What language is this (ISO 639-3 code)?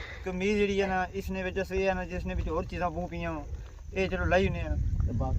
phr